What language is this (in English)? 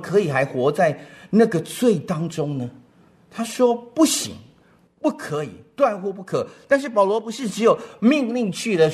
Chinese